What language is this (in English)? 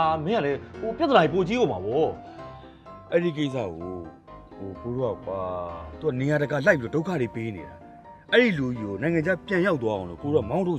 Burmese